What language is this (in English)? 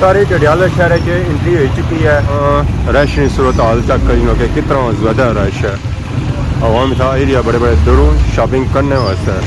Pahari-Potwari